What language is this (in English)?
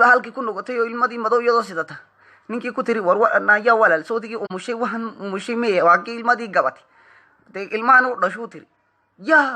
Somali